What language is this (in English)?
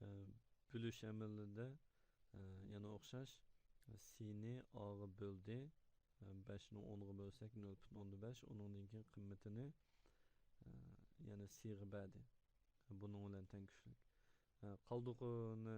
Uyghur